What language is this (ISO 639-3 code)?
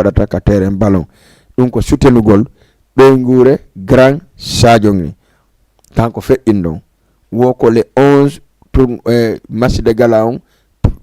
ful